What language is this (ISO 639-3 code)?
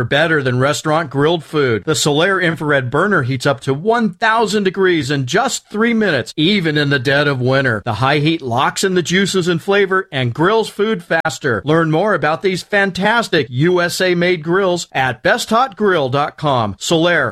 eng